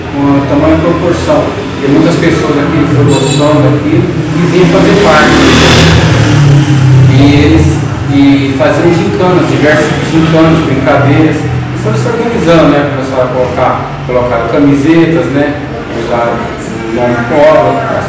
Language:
Portuguese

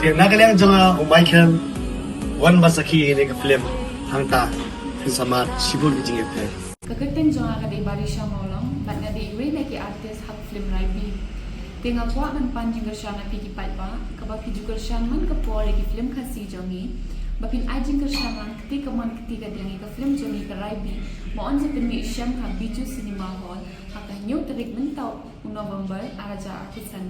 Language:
Khasi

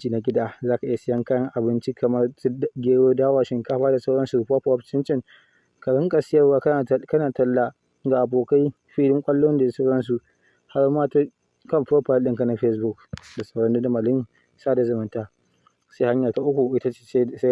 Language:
Hausa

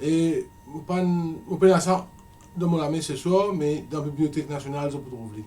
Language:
Morisyen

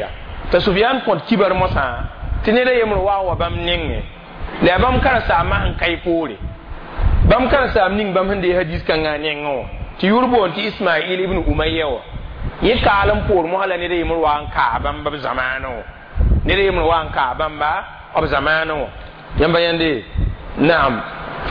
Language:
Mossi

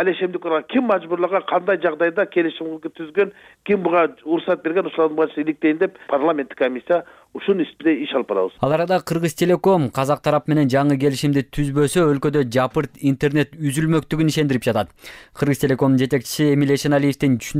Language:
Kyrgyz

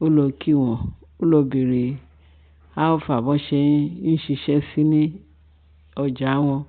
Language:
Yoruba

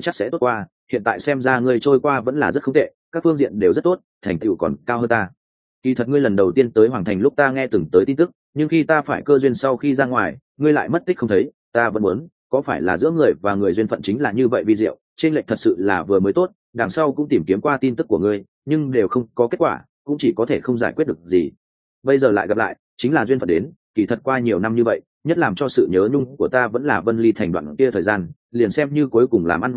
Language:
Vietnamese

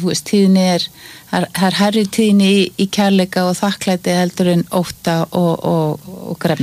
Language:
Icelandic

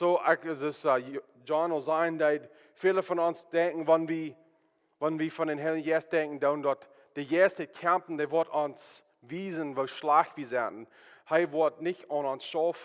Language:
Plautdietsch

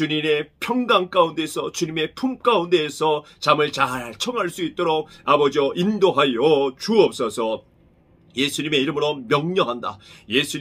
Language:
Korean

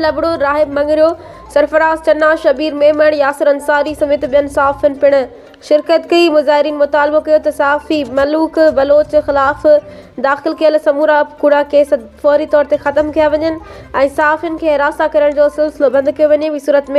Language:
Sindhi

